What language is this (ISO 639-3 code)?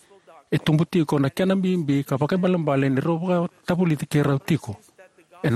fij